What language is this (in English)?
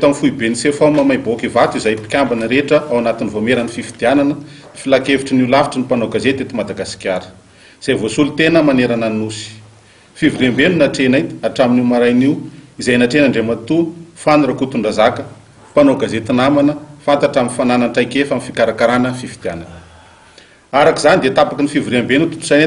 Malagasy